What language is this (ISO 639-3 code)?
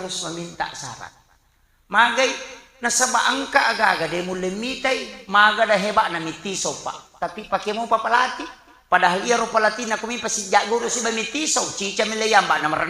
bug